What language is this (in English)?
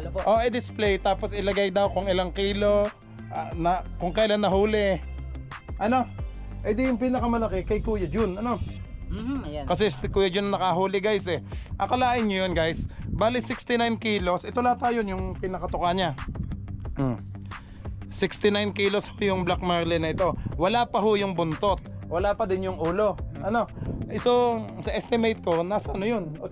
Filipino